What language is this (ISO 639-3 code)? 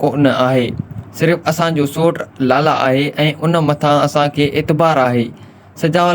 snd